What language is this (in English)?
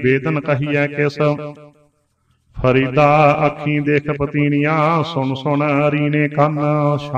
Punjabi